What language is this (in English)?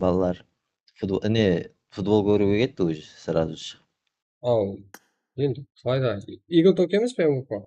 Kara-Kalpak